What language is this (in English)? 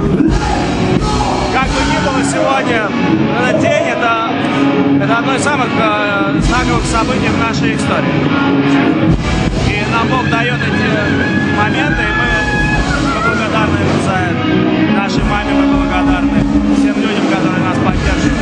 Russian